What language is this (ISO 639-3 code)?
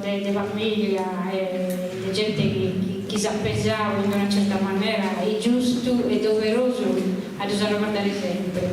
srd